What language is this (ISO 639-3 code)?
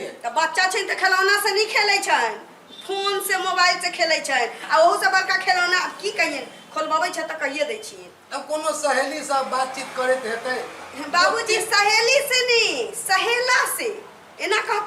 mai